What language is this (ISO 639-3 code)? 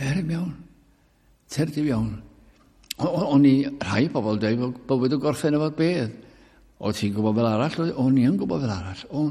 cym